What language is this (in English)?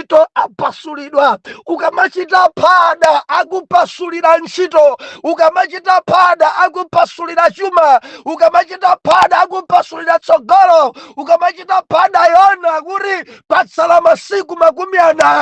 Nyanja